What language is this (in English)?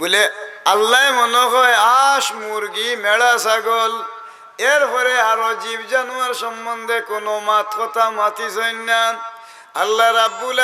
Sylheti